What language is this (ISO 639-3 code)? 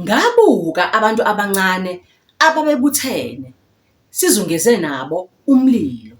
zul